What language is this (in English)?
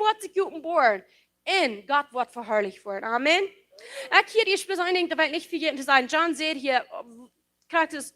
Plautdietsch